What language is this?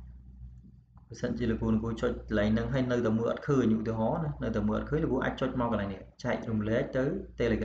Khmer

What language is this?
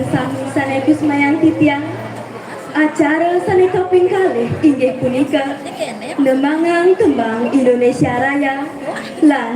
Balinese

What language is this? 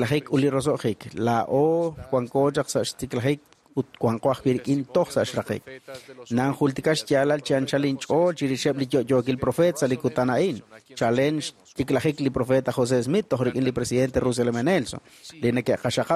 Kekchí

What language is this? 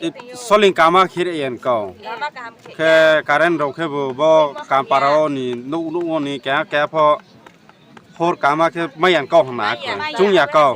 Riang (India)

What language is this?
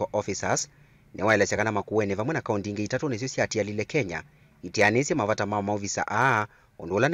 Kamba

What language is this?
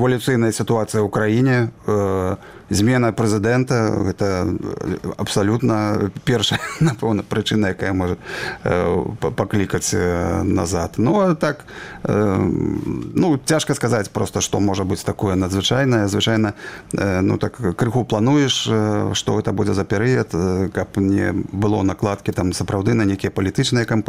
Belarusian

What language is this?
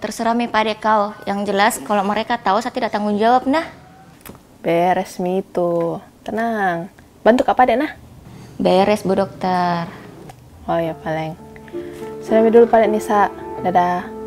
Makassar Malay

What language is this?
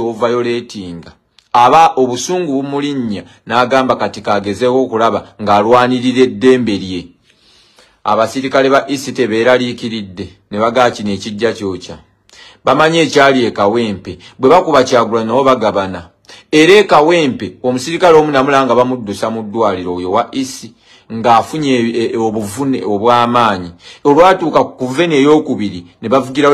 Ganda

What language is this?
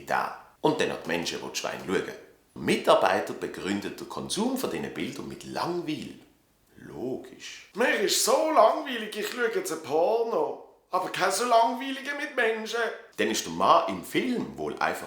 Swiss German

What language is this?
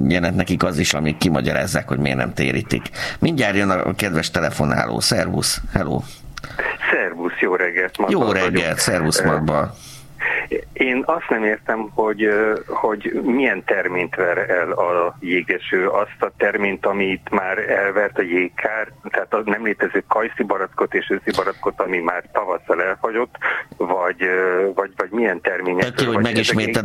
Hungarian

